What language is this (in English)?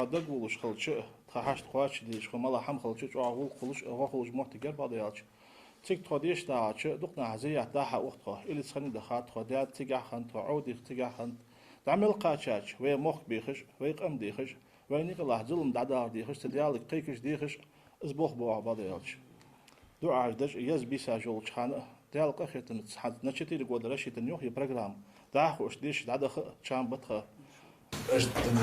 Ingush